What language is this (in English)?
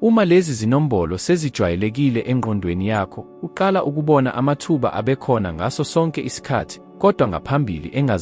Zulu